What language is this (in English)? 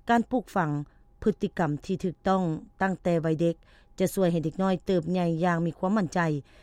Lao